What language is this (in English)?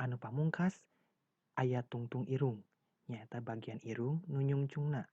Sundanese